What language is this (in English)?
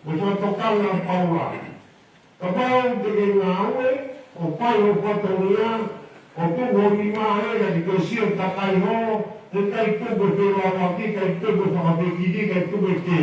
Tongan